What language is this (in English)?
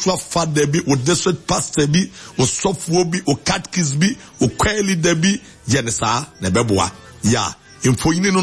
Akan